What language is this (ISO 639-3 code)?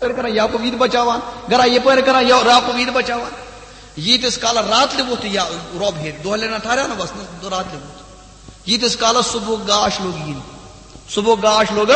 kas